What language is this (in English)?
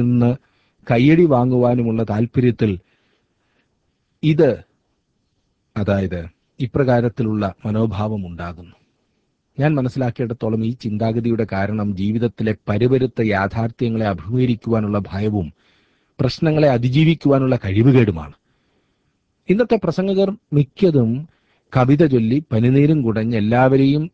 Malayalam